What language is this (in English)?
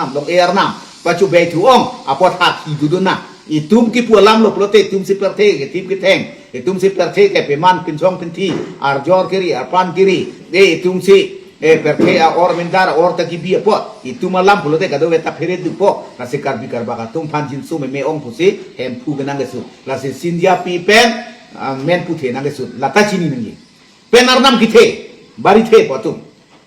Karbi